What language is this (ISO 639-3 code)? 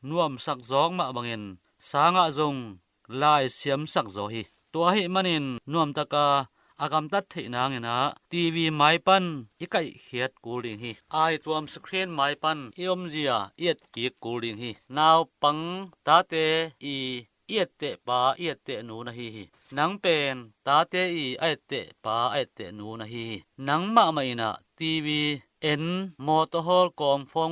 ctd